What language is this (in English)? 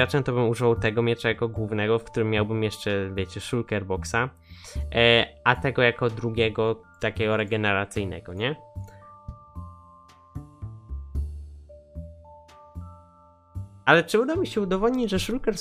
Polish